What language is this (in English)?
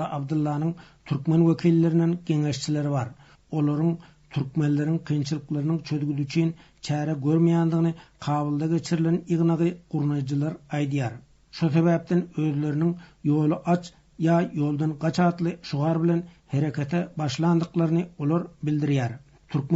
Turkmen